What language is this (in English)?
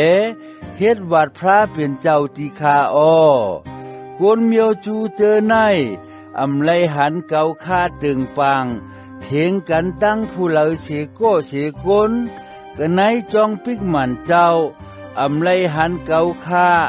Shan